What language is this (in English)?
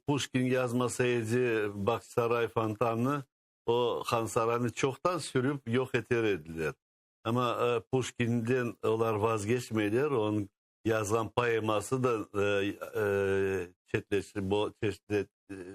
Crimean Tatar